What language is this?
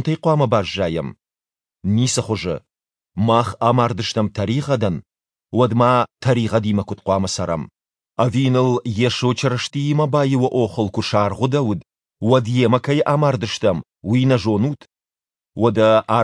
Ossetic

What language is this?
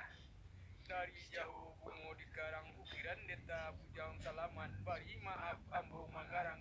Minangkabau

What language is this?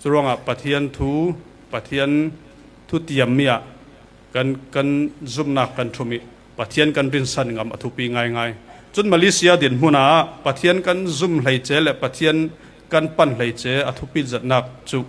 Falam Chin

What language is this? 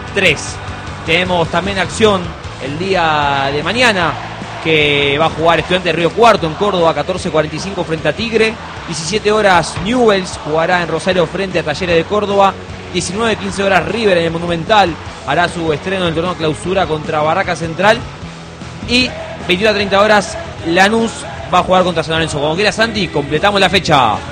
Spanish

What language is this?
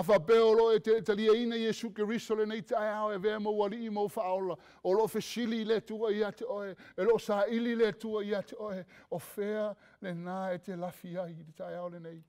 Samoan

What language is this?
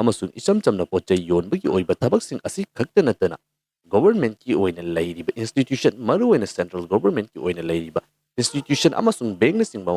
Manipuri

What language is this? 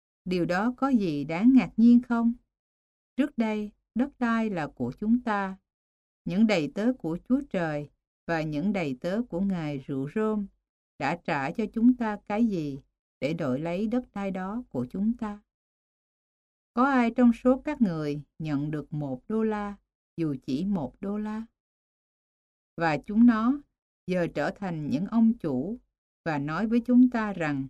Vietnamese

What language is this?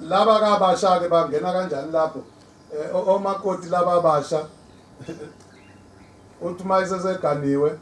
Zulu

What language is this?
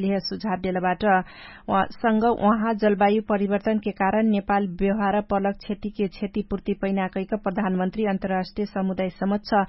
Dangaura Tharu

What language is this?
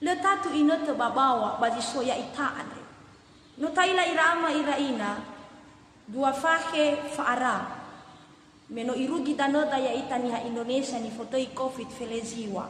Nias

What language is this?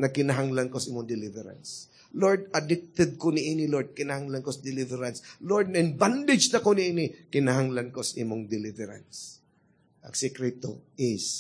Cebuano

